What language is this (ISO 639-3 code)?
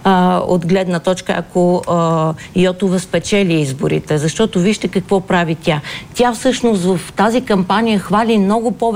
bul